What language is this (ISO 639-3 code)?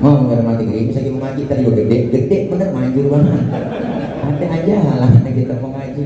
bew